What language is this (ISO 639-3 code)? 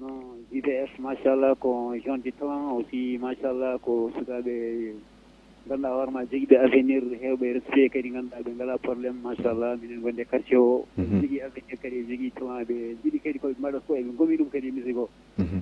ful